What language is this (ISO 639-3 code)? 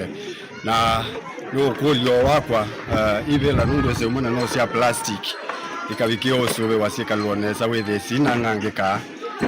kam